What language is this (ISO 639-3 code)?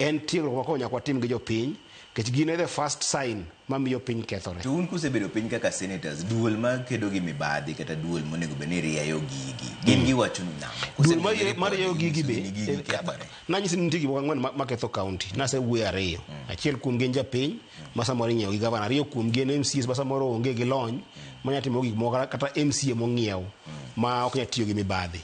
luo